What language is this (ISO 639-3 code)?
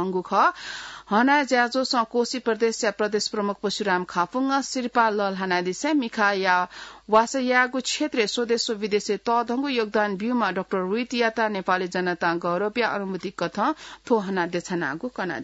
new